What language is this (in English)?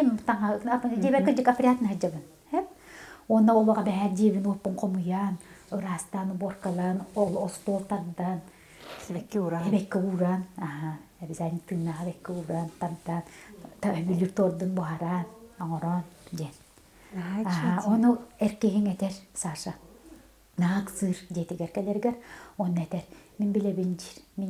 Yakut